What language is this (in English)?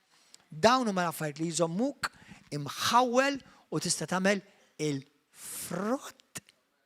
Maltese